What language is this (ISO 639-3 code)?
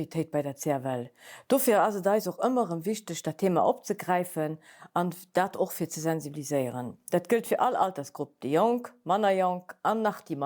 ltz